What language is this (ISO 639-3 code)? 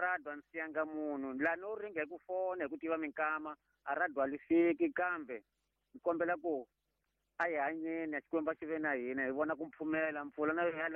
tso